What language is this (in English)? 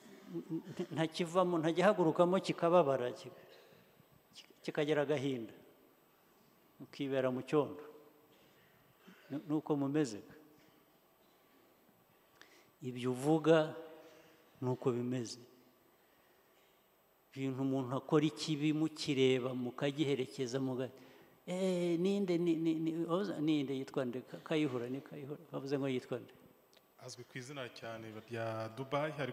Kinyarwanda